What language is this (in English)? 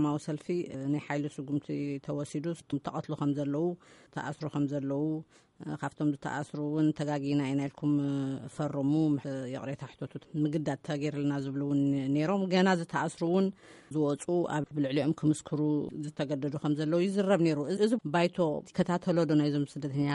Tigrinya